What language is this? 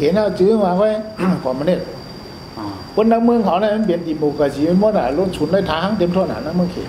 Shan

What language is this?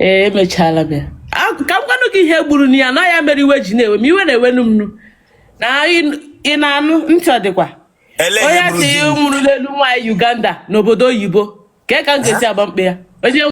Igbo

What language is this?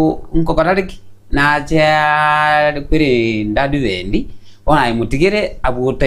Gusii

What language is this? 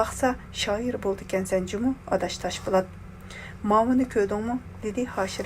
Uyghur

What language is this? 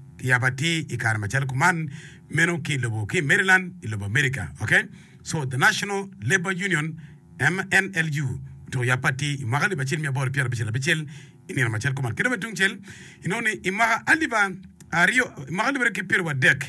Acoli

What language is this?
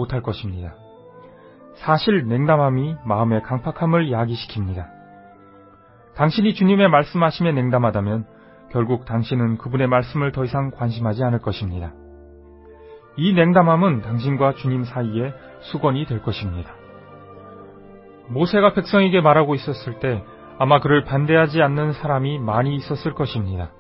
Korean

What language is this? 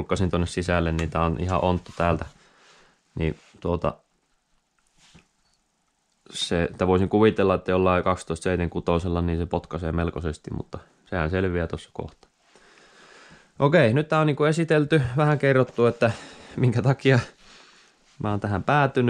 Finnish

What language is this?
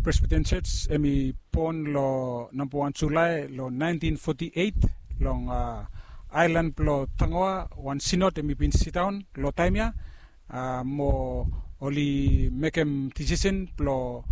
Bislama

